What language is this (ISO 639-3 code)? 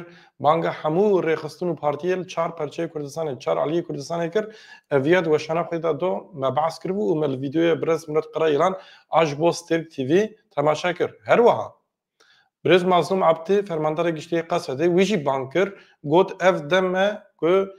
kur